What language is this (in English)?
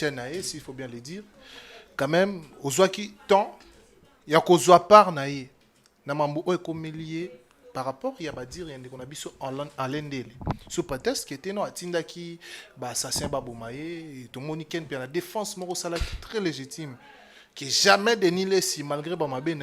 Lingala